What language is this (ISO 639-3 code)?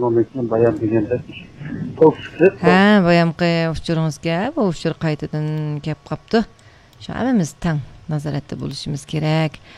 uig